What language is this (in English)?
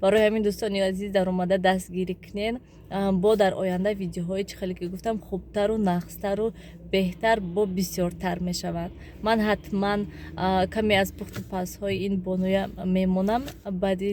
Tajik